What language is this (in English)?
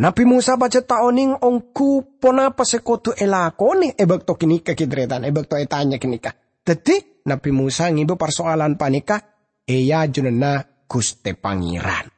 Madurese